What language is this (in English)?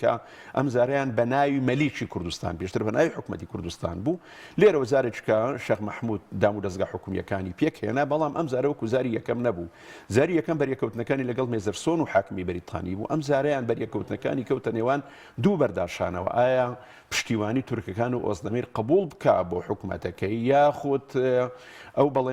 Central Kurdish